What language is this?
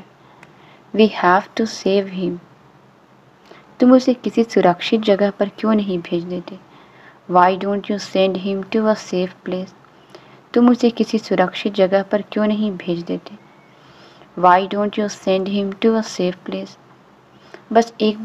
Hindi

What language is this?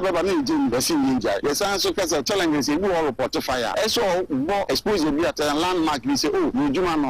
Akan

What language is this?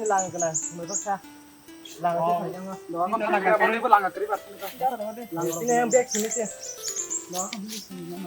Kok Borok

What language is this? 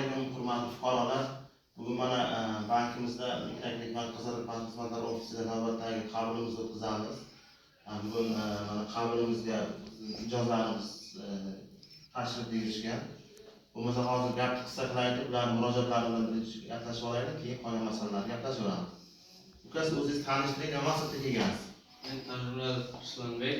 Uzbek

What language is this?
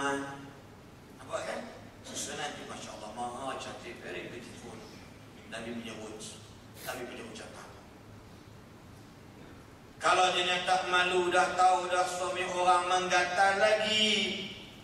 Malay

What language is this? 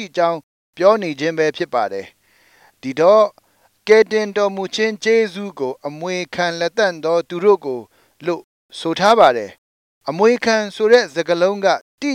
Burmese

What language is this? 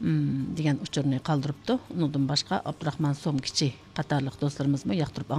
Uyghur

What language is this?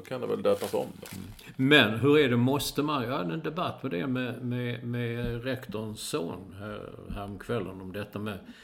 Swedish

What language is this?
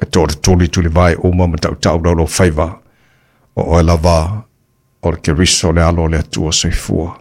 Samoan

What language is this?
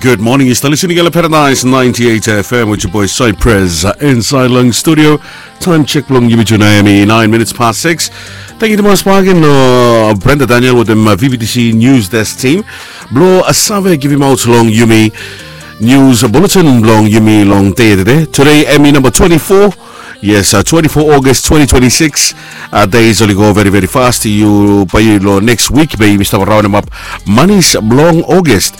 Bislama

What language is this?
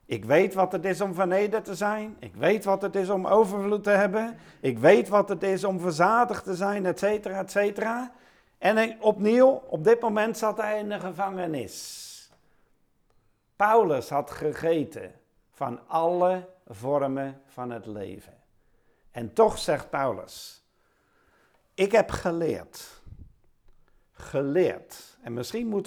Dutch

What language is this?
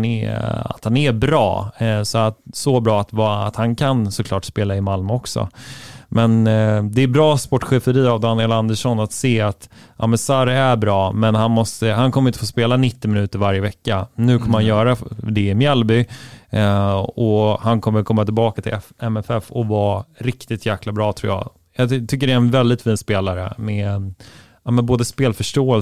Swedish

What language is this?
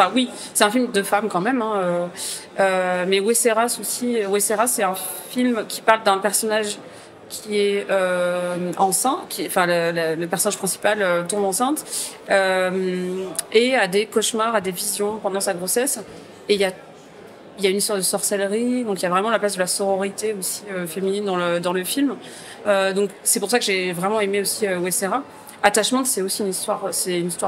French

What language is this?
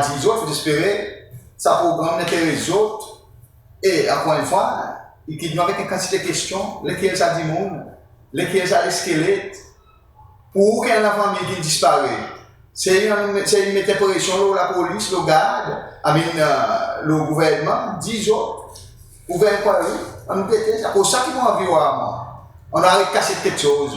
Seselwa Creole French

